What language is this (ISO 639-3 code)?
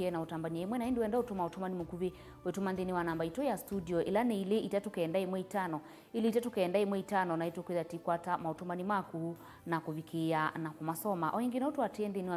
kam